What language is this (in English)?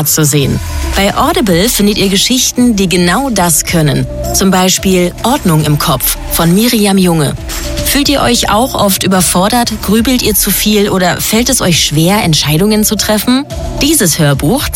German